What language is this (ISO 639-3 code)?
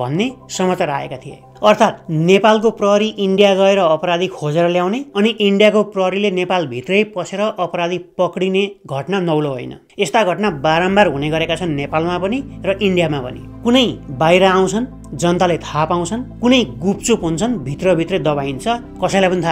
nep